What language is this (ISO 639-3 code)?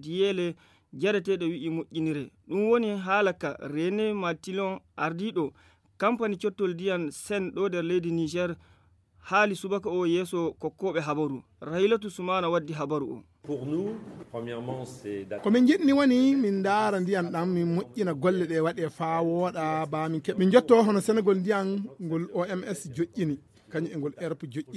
ful